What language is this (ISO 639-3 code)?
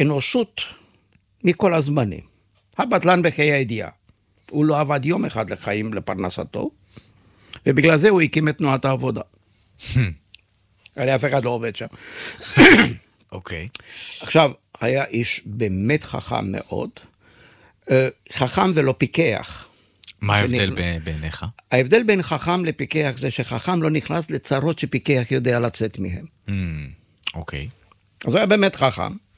heb